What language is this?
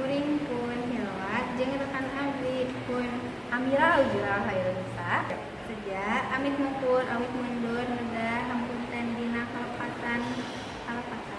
Sundanese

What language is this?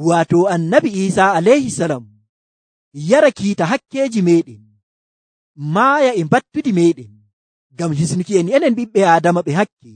Nigerian Fulfulde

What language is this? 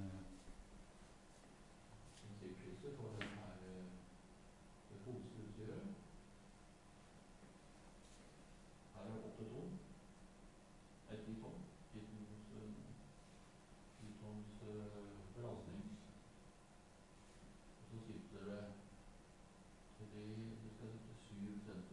Norwegian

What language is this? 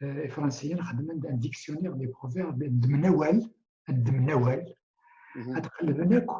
Kabyle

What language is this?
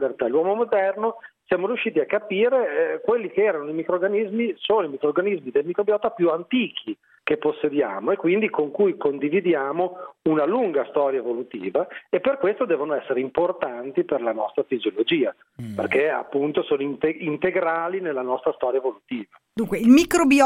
Italian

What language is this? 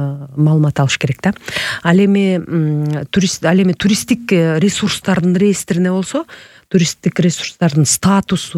Kyrgyz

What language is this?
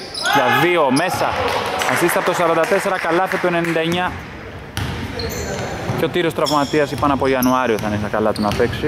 Greek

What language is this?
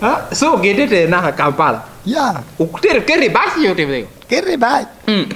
Lango (Uganda)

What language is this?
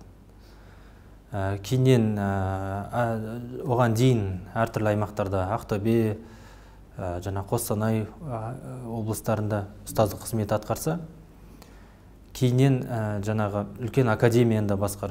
Kazakh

